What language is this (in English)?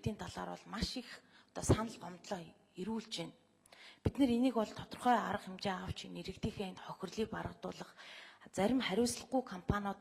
Mongolian